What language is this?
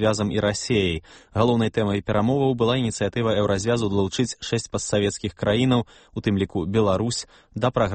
Belarusian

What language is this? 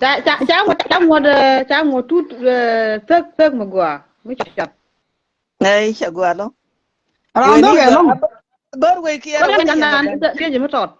Nuer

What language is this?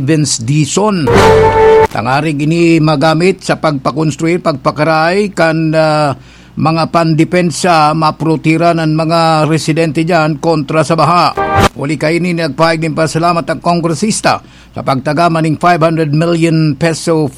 Bikol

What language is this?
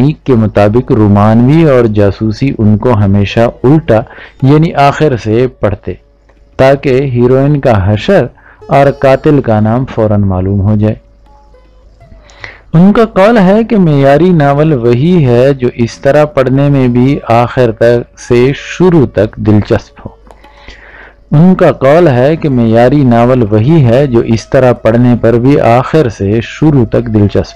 Urdu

